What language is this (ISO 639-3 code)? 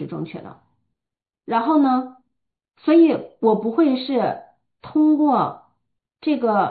zho